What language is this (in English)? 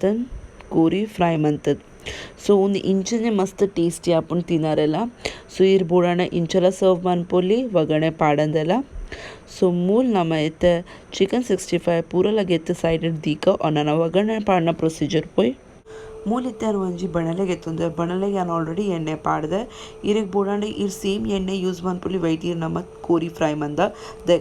Tulu